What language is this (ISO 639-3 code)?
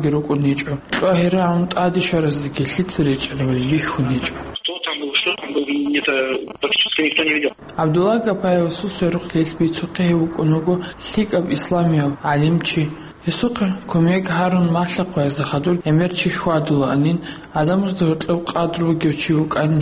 ava